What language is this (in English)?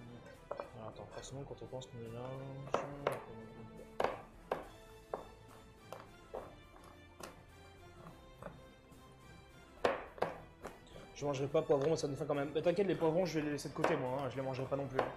French